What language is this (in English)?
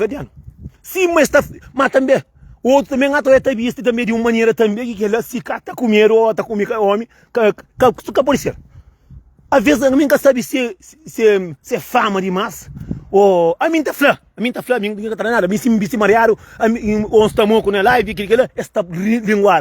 Kabuverdianu